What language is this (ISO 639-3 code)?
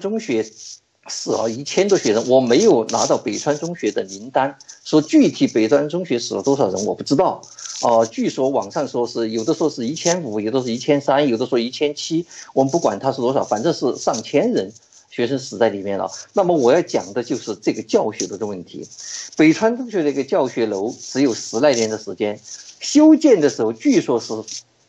zho